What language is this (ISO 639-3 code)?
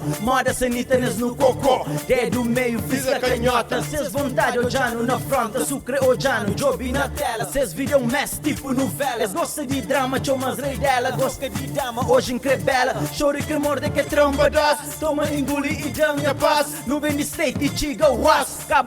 kea